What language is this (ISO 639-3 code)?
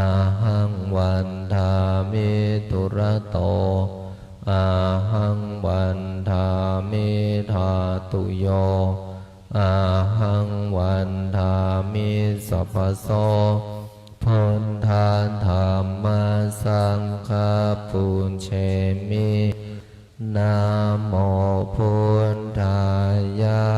pli